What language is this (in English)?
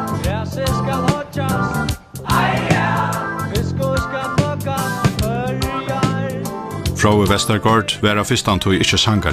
Faroese